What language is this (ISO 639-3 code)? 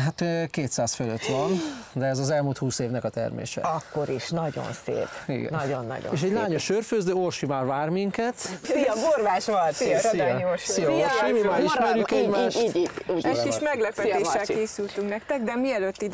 hun